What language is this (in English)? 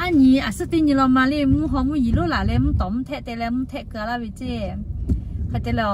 Lahu